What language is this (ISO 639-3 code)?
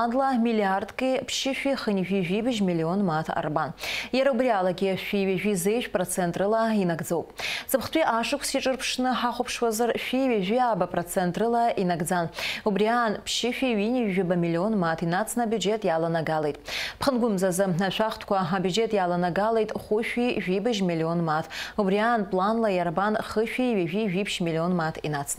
abk